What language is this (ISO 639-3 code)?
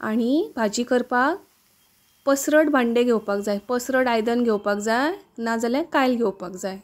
kok